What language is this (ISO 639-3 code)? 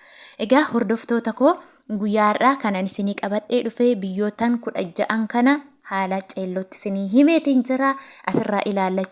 orm